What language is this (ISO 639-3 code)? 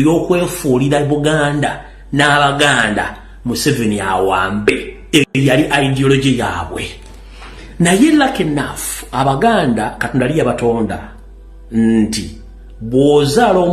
lug